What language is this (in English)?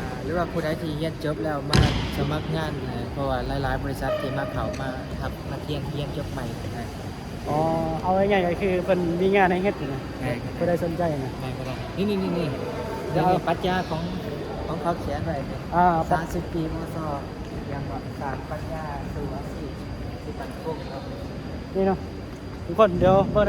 Lao